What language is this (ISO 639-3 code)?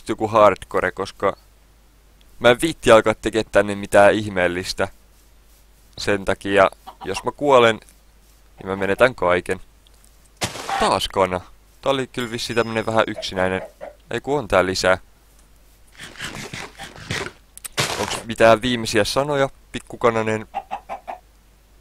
fin